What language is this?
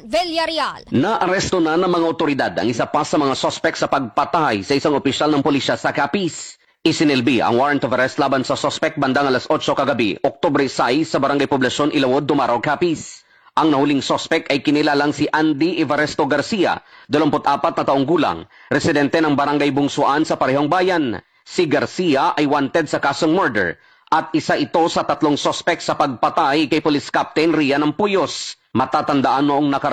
Filipino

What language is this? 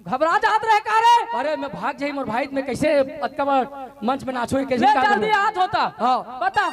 Chhattisgarhi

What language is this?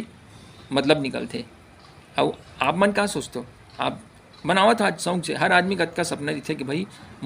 Chhattisgarhi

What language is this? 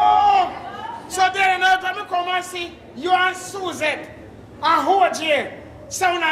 Jamaican Creole English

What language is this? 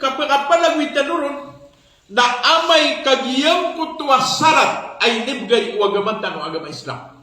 Maranao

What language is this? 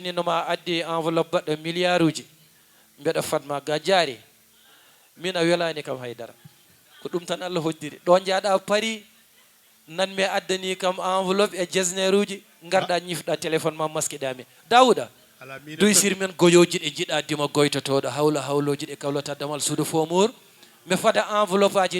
Fula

